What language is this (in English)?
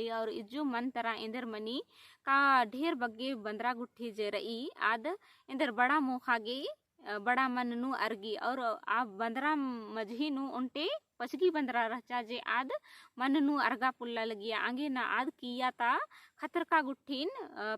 Kurukh